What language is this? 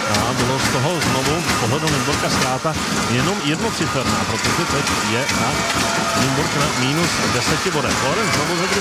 Czech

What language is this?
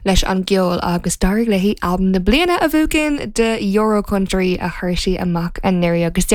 Irish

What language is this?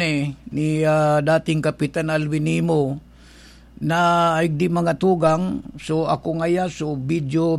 Bikol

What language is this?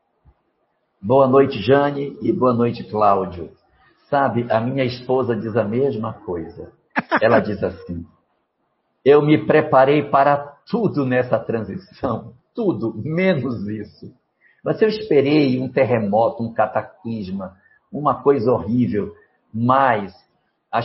Portuguese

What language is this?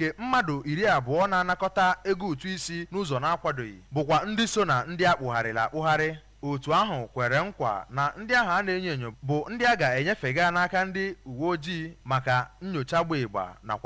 Igbo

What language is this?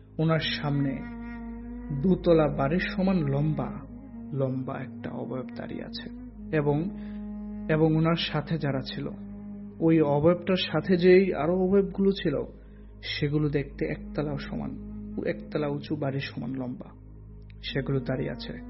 Bangla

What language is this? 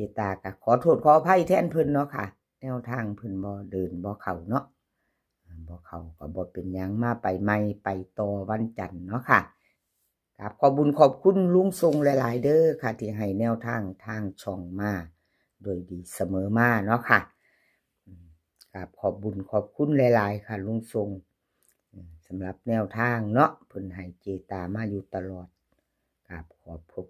Northeastern Thai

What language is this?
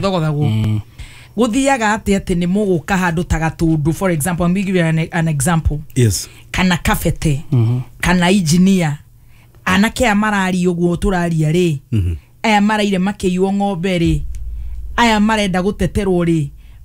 Kikuyu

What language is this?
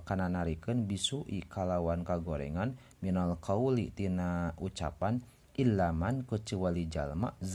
Sundanese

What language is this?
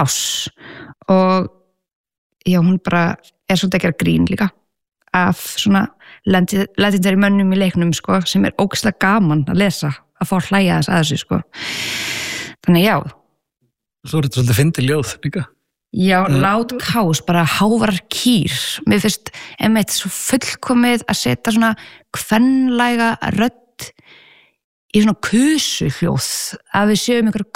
Icelandic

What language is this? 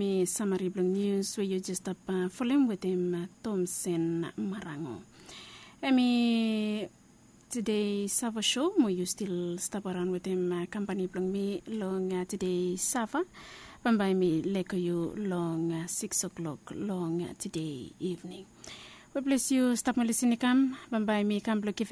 Bislama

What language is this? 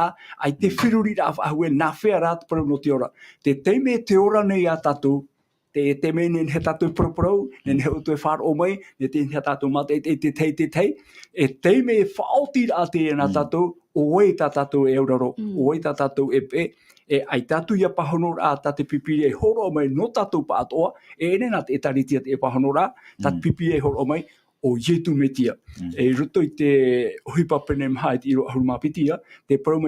Tahitian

